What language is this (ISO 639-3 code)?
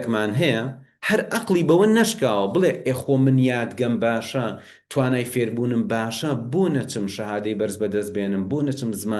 ckb